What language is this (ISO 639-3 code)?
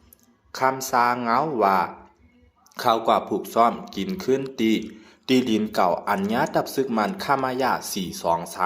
shn